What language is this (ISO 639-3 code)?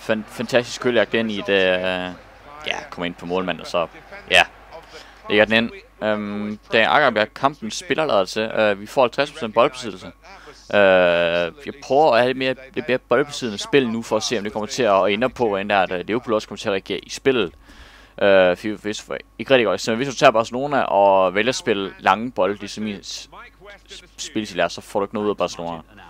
dan